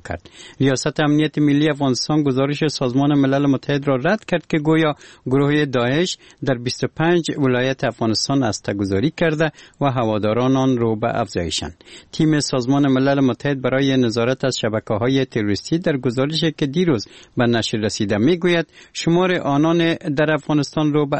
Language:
Persian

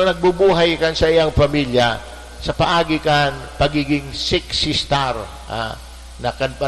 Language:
Bikol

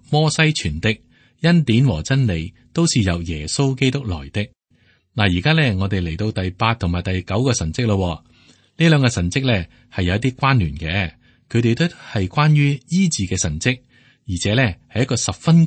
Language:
Cantonese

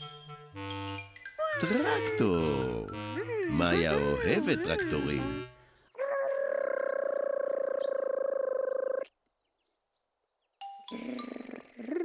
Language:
Hebrew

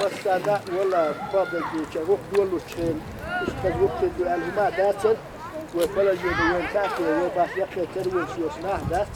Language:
Chechen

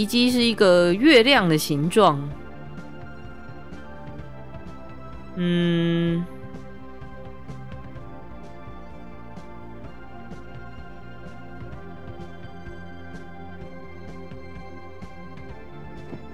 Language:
Chinese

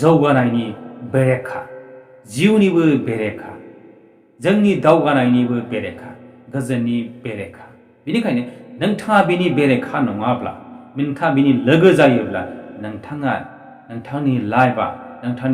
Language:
Bodo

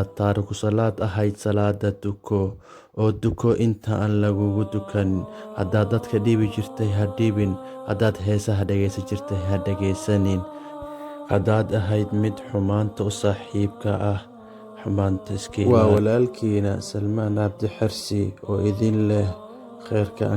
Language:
Somali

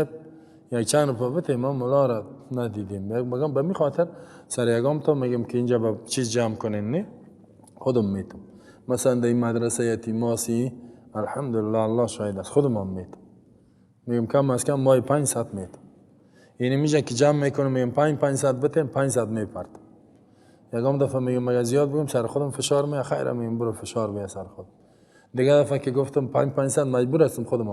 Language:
Persian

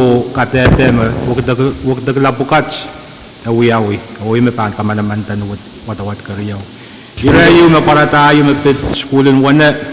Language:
Pohnpeian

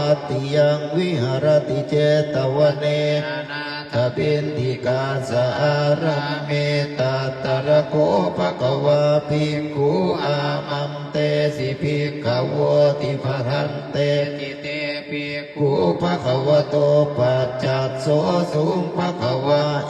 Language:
Pali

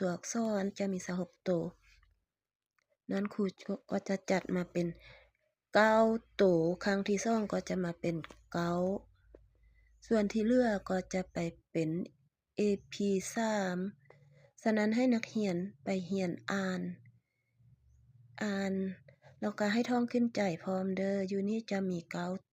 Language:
Lao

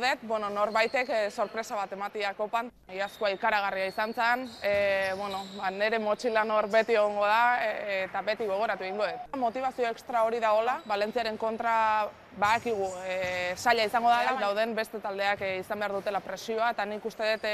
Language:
Basque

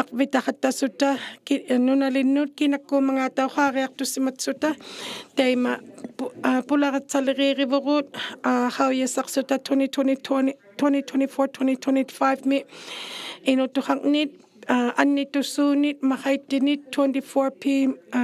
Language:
Inuktitut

